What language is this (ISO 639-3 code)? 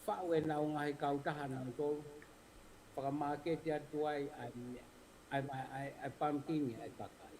ton